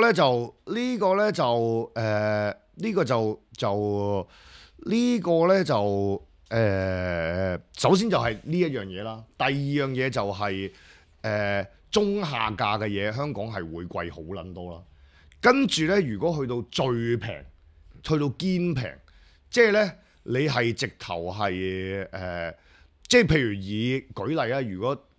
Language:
Cantonese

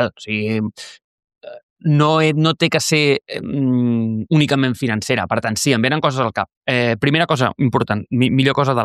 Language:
Catalan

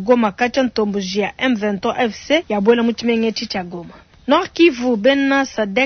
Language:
Luba-Lulua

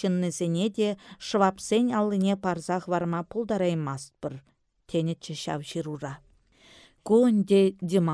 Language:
Chuvash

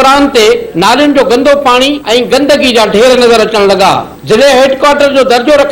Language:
Sindhi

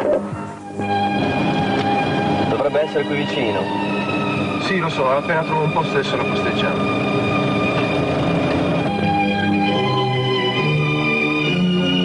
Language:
Italian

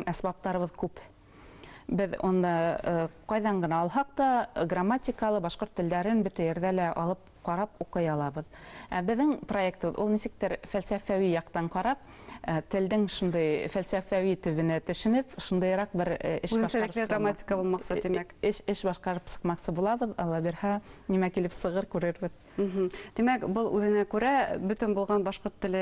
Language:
Bashkir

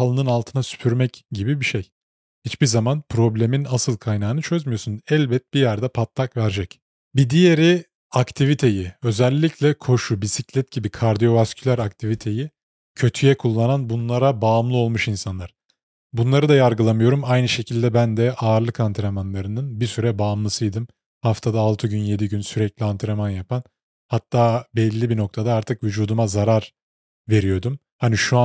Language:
Turkish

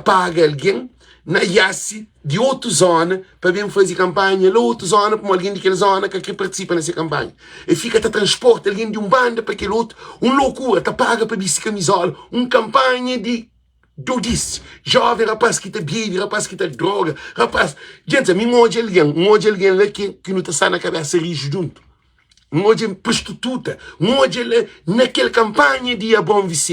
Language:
Kabuverdianu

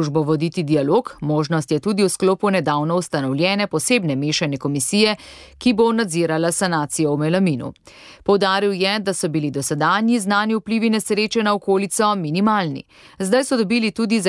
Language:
Slovenian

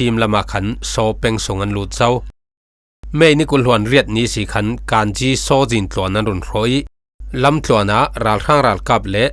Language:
Falam Chin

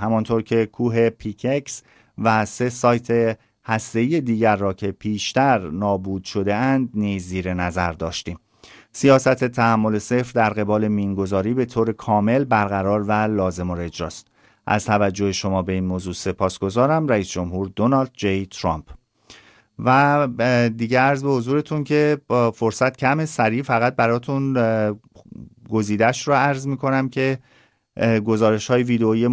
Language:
Persian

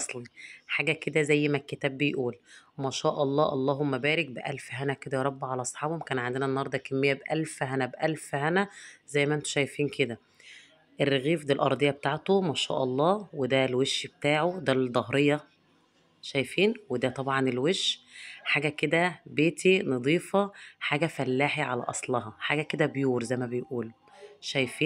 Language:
Egyptian Arabic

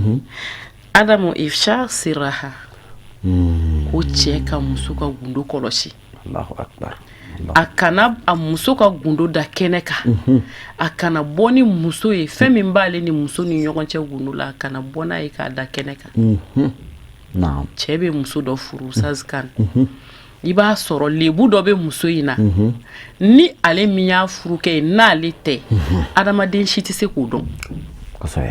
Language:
Bambara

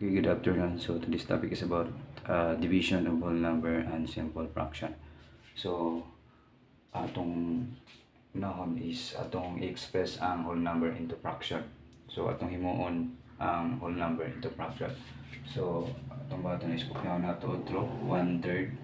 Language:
Cebuano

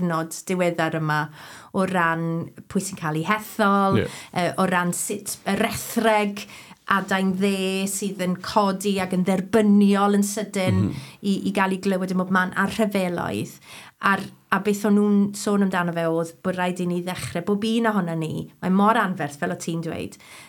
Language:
Welsh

